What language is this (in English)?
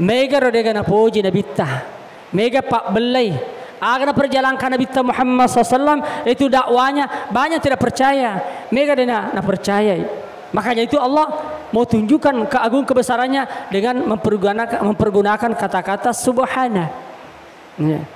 Buginese